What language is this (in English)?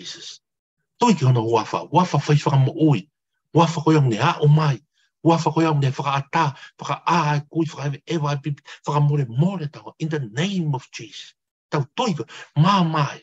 Tongan